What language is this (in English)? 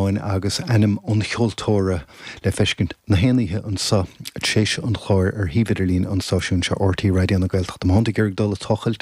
Irish